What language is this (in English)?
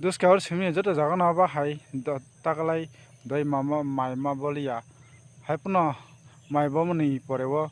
Kok Borok